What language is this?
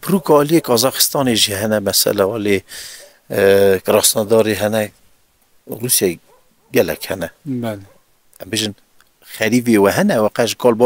Kurdish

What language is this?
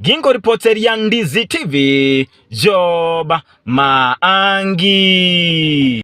Gusii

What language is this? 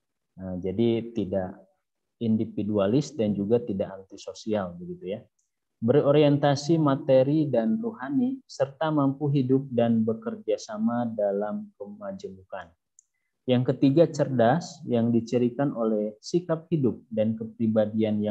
Indonesian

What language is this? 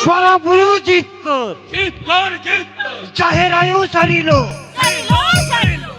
Santali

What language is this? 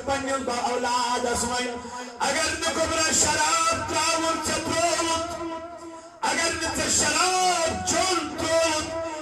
Kashmiri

